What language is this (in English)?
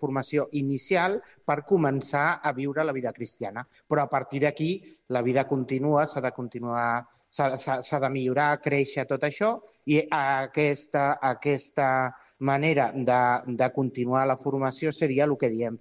Catalan